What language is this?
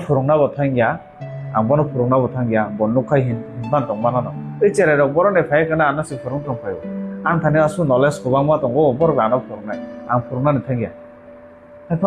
Kok Borok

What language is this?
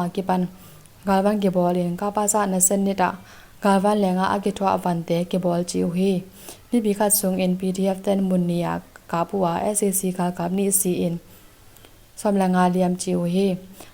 Tedim Chin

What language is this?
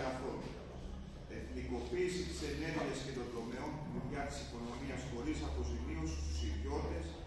Greek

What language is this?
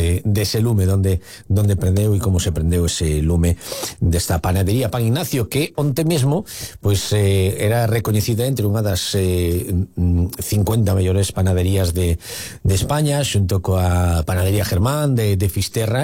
Galician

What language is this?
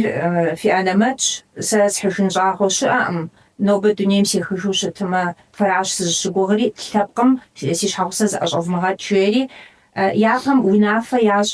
Kabardian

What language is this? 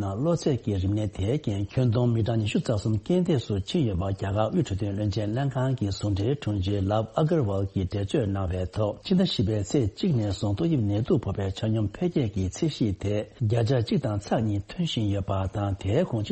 Tibetan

